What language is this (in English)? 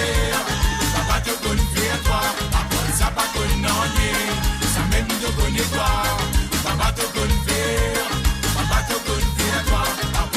Morisyen